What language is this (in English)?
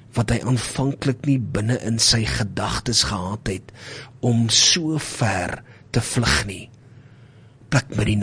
Afrikaans